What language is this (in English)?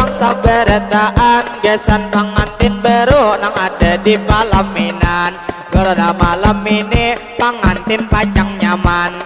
Banjar